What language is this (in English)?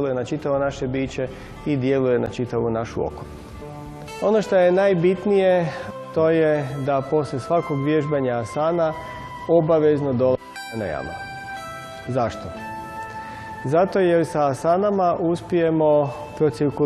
Croatian